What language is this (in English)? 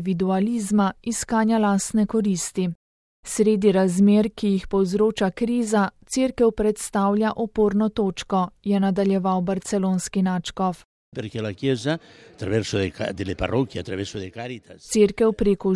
Slovenian